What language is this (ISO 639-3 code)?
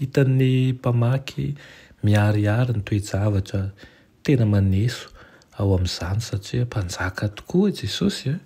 mlg